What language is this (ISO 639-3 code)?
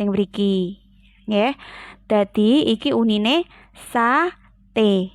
jav